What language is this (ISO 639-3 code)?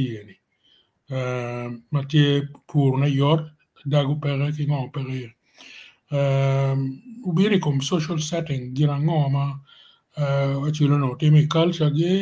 ach